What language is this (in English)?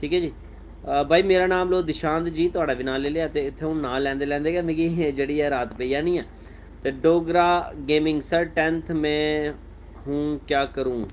Dogri